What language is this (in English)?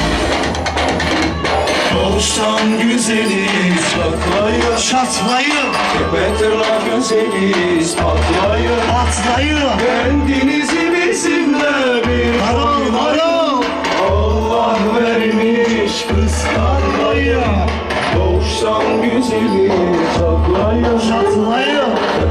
Turkish